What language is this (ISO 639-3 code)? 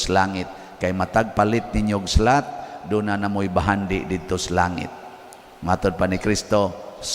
ceb